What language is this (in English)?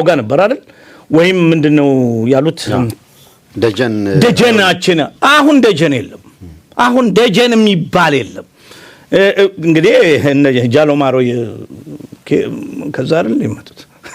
Amharic